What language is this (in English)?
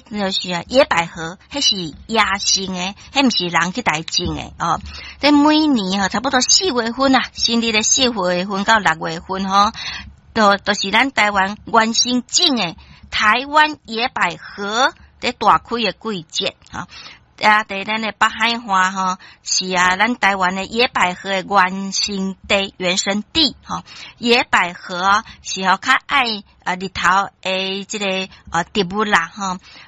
Min Nan Chinese